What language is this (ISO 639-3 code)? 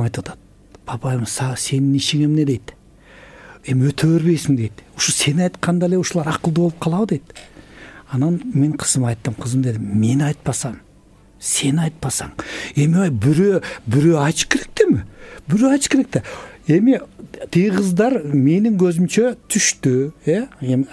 kir